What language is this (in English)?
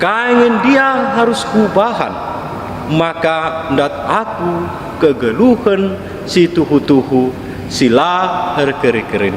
Batak Karo